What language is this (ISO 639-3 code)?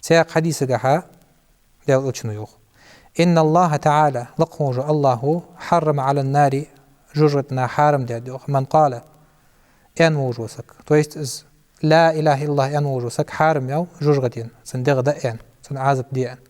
inh